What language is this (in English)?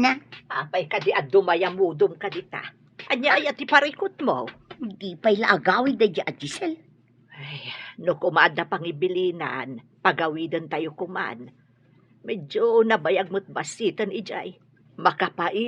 Iloko